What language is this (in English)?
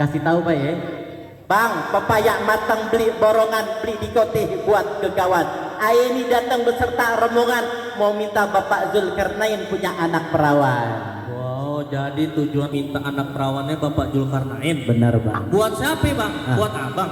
Betawi